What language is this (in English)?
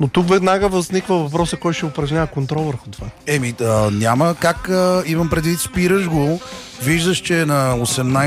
Bulgarian